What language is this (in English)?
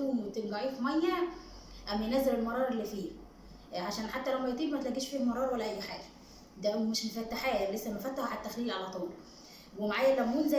Egyptian Arabic